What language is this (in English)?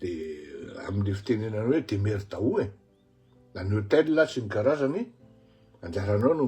Malagasy